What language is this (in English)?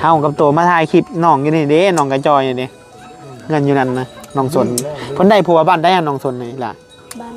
Northeastern Thai